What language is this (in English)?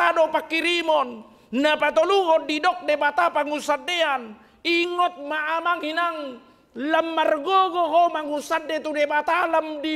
Batak Toba